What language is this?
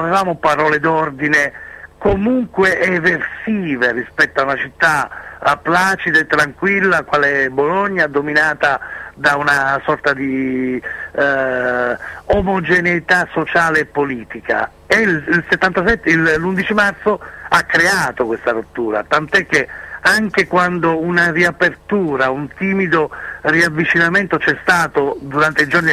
Italian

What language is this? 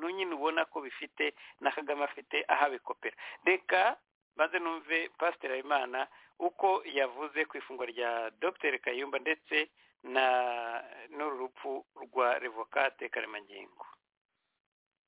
Kinyarwanda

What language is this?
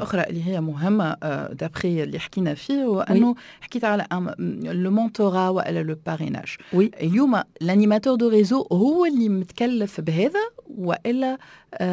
Tunisian Arabic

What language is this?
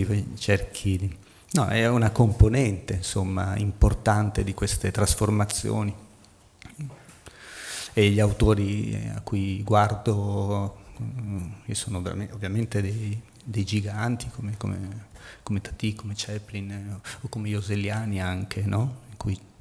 Italian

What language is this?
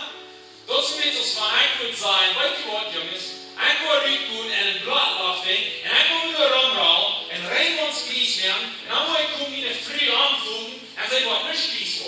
Plautdietsch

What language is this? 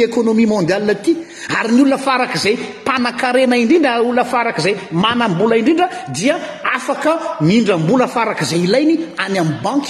Malagasy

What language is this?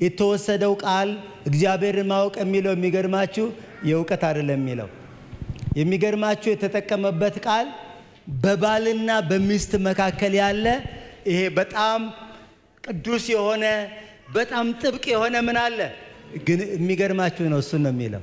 Amharic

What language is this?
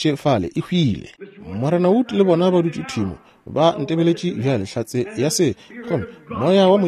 Northern Sotho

